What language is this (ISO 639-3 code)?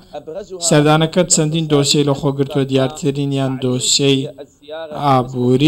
ckb